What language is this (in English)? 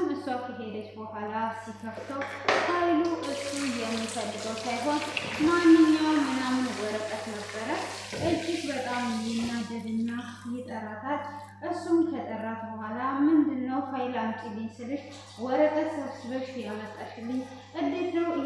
Amharic